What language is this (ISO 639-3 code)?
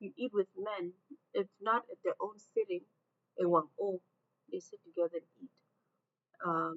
ach